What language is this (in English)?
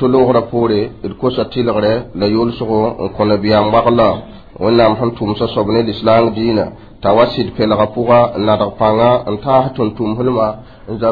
Mossi